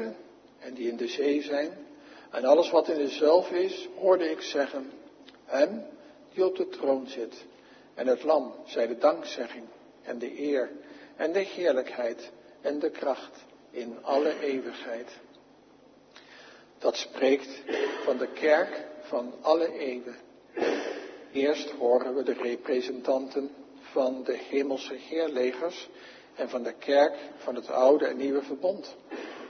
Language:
Dutch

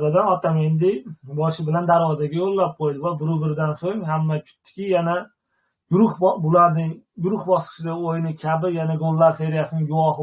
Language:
Uzbek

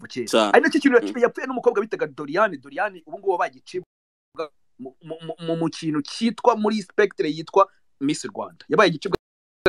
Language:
Kinyarwanda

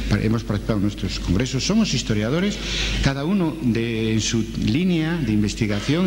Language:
Spanish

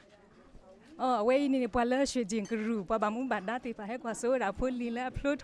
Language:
S'gaw Karen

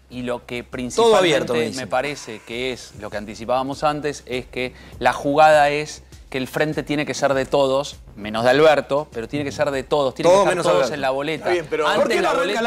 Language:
Spanish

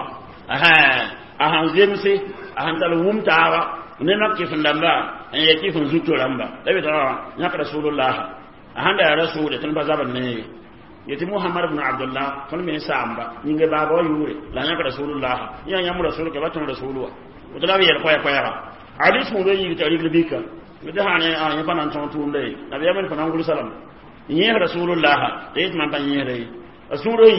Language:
Mossi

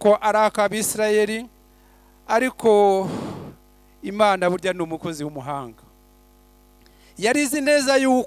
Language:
Kinyarwanda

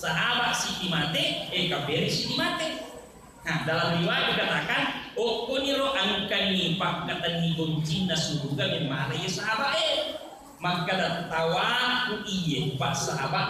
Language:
Buginese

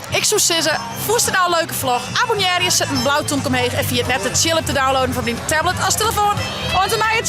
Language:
Western Frisian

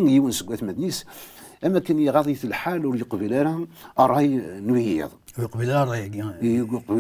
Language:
Kabyle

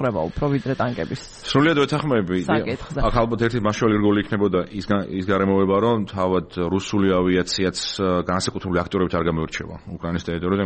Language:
Georgian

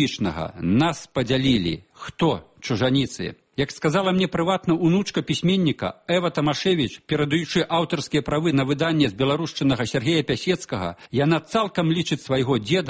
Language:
Belarusian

